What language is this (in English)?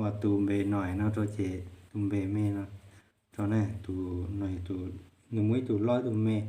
Hmong